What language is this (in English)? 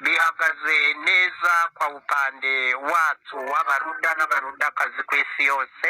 Kinyarwanda